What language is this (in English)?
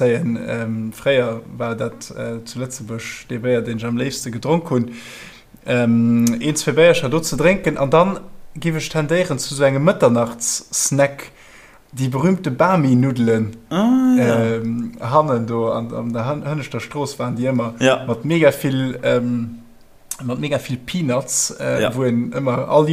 Luxembourgish